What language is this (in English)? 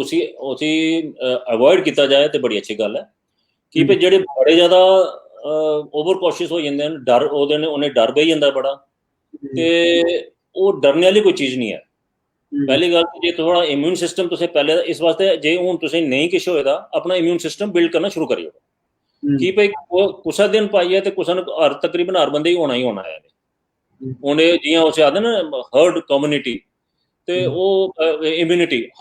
Dogri